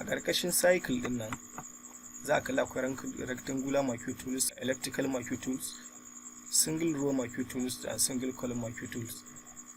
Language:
Hausa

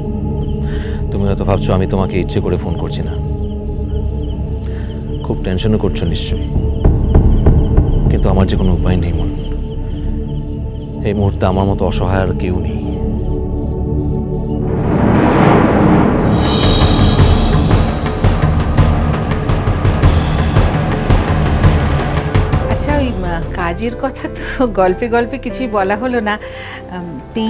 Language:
Bangla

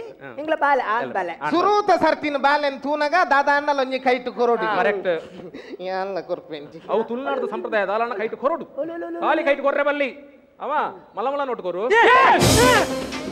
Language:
Tulu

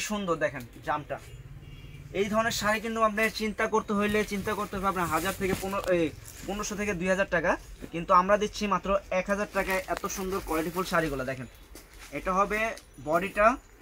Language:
Bangla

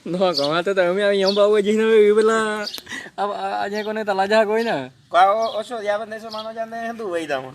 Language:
Guarani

